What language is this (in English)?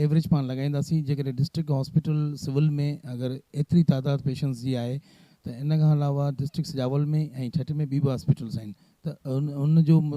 Sindhi